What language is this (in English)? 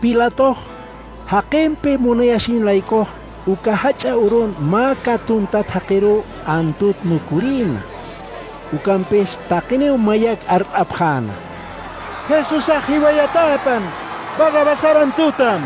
Aymara